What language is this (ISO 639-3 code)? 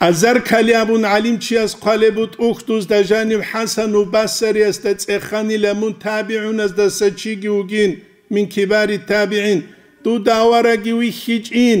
ava